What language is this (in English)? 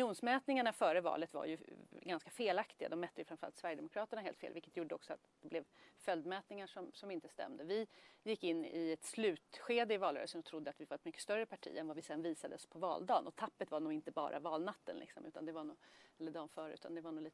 Swedish